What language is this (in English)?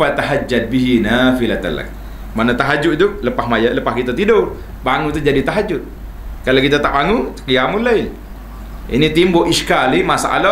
Malay